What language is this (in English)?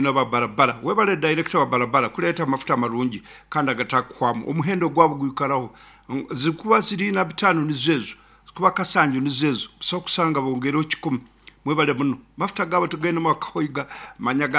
Nyoro